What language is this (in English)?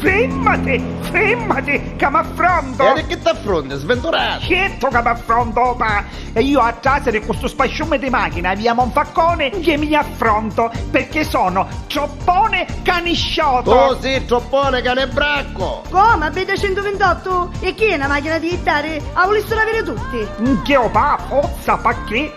Neapolitan